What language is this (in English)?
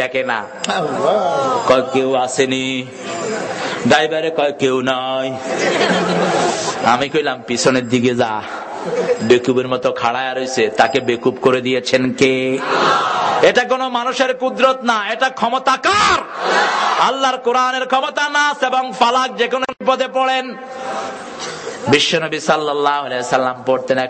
Bangla